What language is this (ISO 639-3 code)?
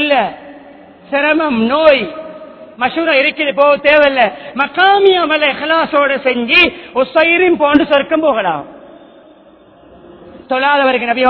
tam